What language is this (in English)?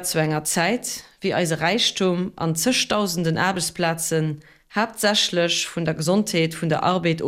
Luxembourgish